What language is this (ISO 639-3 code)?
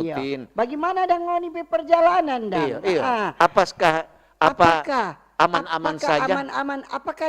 xmm